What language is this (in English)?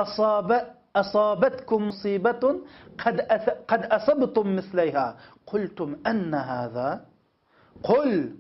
Uyghur